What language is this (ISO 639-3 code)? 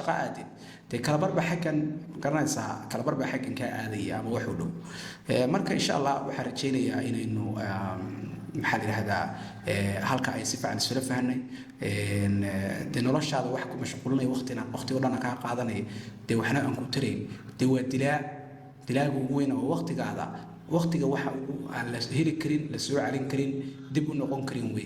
som